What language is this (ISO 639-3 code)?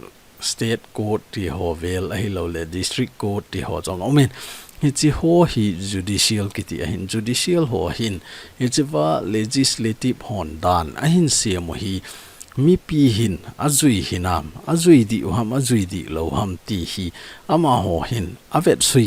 tcz